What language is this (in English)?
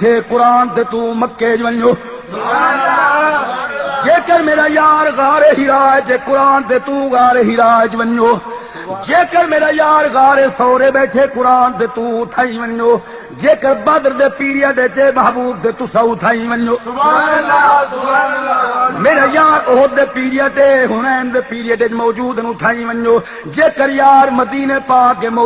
Saraiki